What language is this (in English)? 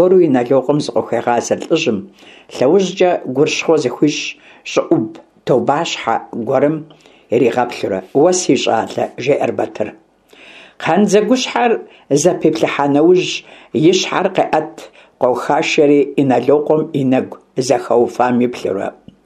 Kabardian